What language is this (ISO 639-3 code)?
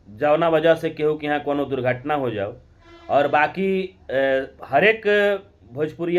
bho